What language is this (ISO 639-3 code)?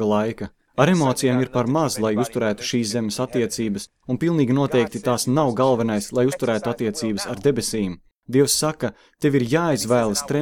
lav